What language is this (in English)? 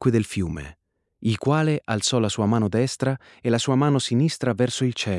Italian